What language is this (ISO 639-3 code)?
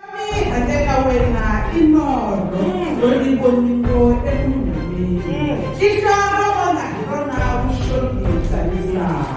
tso